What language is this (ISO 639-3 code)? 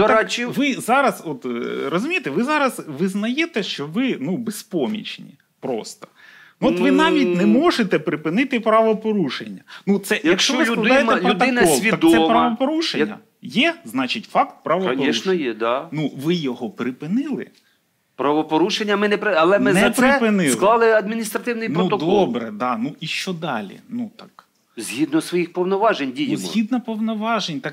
ukr